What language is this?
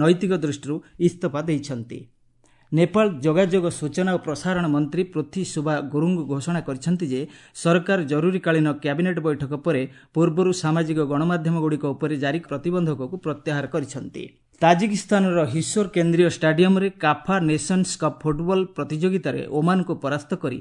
Odia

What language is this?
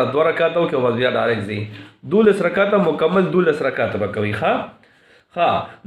Pashto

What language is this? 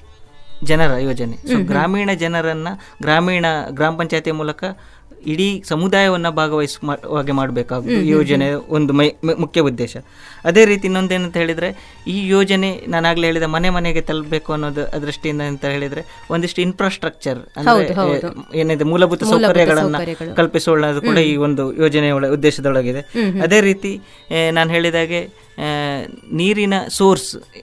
Kannada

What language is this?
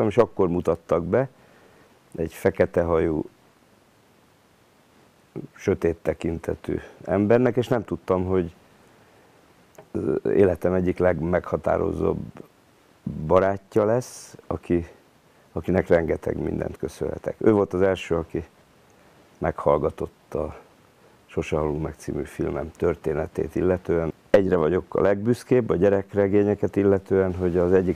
Hungarian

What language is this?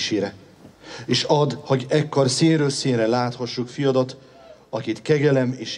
Hungarian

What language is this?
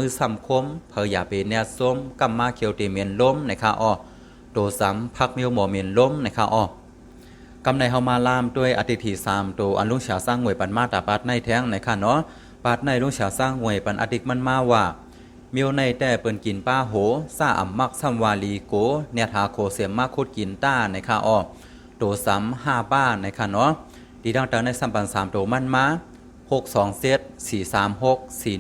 Shan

